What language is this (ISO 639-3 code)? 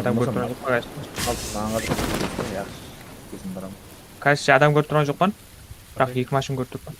kaa